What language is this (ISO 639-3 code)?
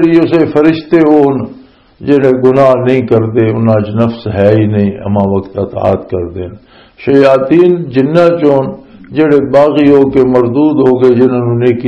lah